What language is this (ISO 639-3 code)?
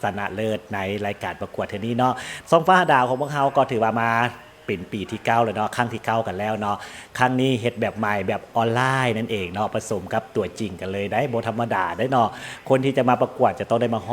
lao